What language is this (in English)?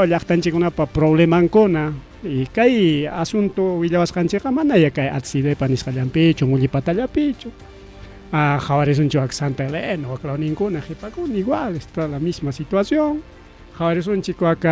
Ayacucho Quechua